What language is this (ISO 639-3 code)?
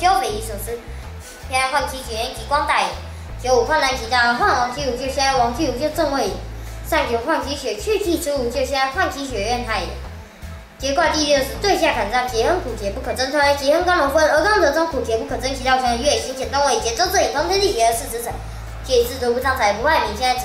lzh